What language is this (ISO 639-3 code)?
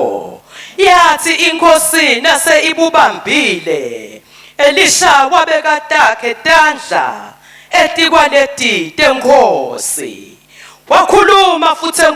ssw